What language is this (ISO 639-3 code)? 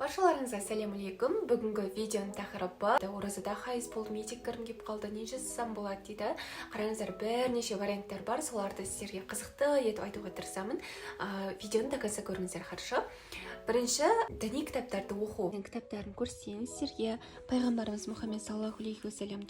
kaz